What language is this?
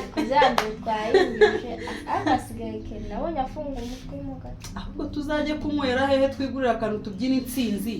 Kinyarwanda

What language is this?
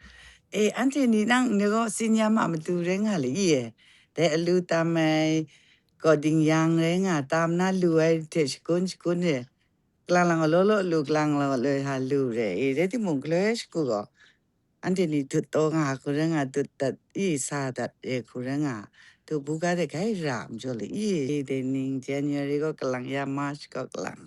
Kachin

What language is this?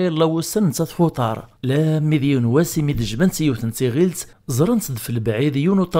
Kabyle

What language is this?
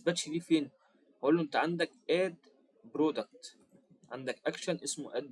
Egyptian Arabic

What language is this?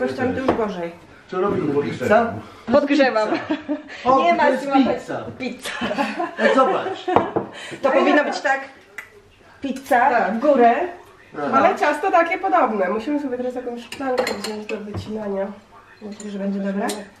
Polish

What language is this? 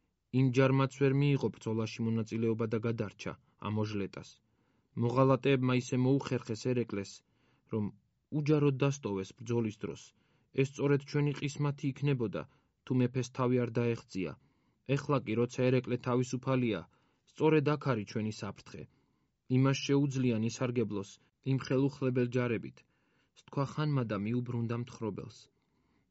Georgian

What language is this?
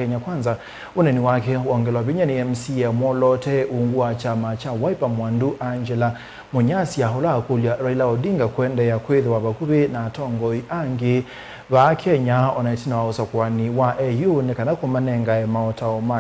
Kamba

